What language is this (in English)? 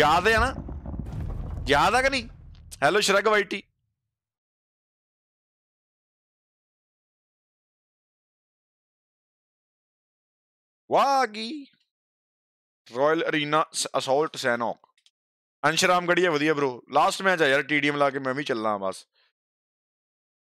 Punjabi